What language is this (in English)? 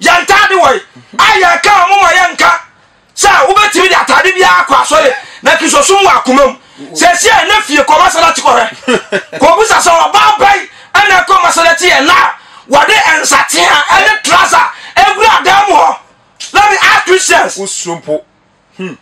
Akan